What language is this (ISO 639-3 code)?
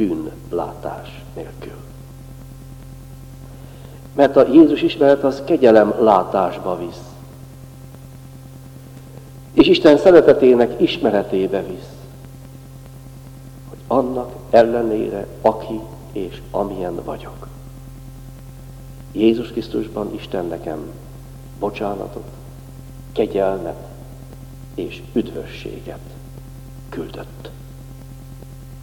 hun